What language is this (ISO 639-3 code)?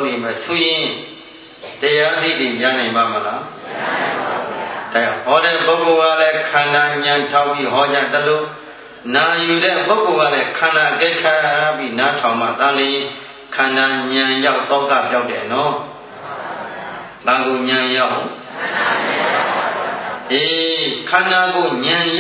mya